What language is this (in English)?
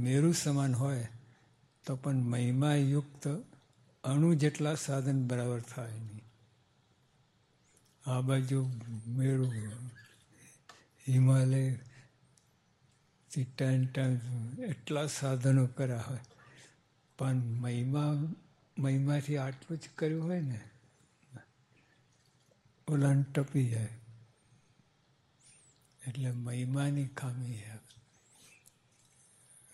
Gujarati